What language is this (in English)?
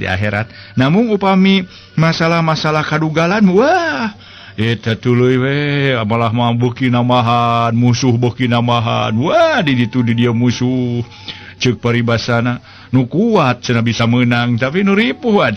Sundanese